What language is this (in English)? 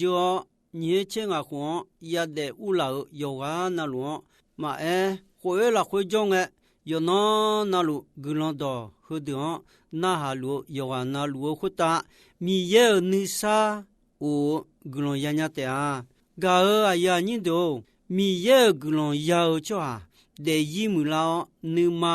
Akha